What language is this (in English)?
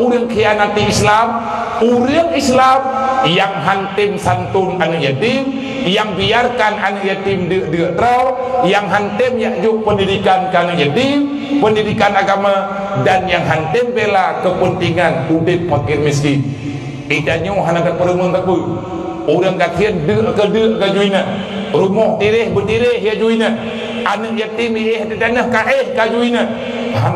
Achinese